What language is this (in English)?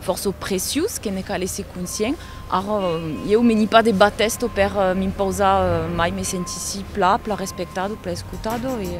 Occitan